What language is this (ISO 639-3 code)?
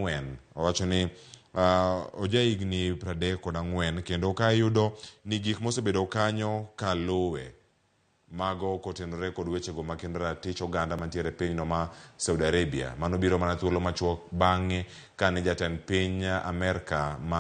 luo